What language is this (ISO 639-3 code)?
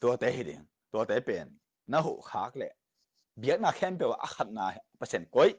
ctd